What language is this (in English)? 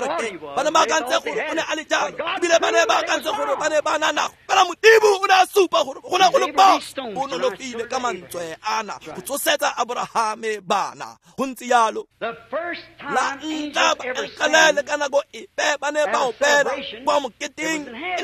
Tswana